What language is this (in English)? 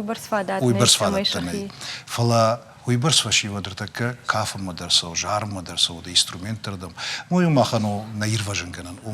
Ossetic